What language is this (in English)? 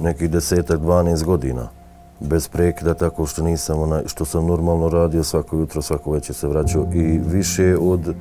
Bosnian